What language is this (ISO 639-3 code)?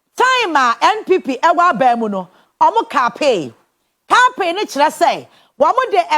aka